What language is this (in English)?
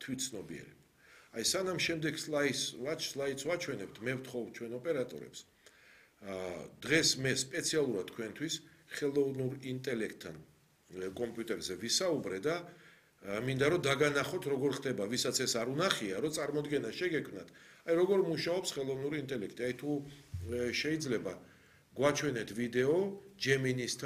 Georgian